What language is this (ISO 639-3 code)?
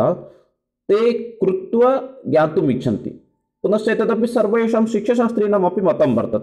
san